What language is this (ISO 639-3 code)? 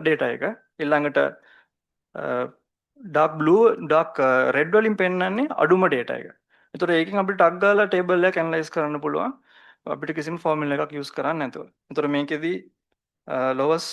sin